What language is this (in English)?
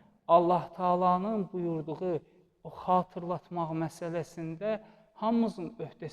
Azerbaijani